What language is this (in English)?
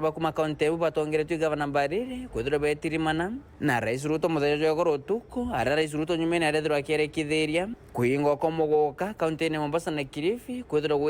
Meru